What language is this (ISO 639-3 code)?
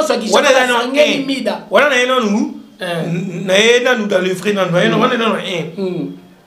lin